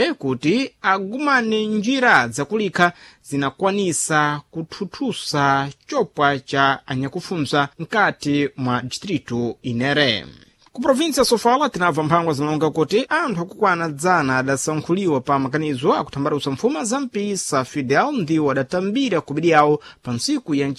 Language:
Sena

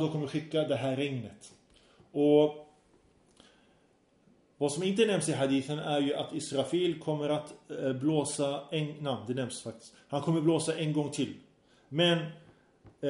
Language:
Swedish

